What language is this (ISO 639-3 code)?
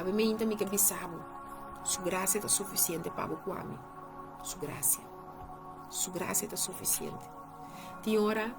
pap